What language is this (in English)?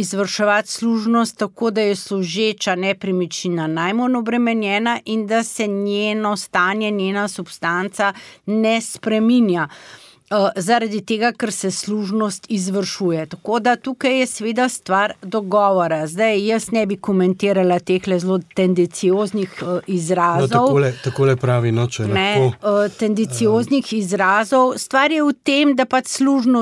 Slovenian